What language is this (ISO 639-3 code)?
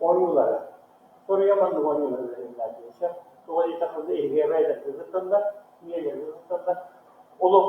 sah